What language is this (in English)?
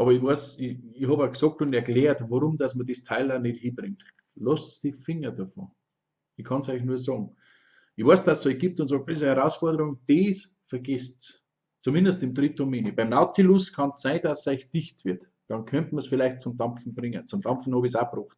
Bavarian